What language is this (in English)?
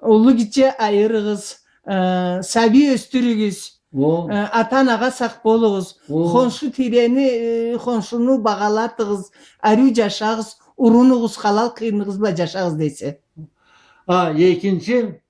Karachay-Balkar